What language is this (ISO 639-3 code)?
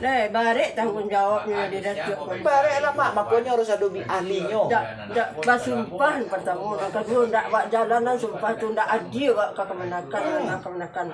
min